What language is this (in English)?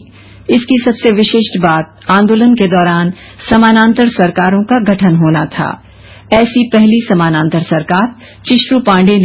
Hindi